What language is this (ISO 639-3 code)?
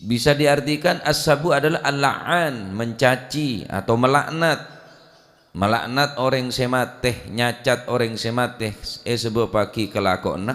mad